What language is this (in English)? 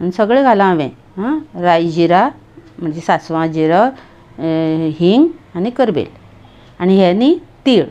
Konkani